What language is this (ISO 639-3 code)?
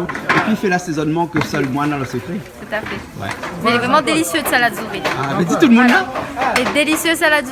rcf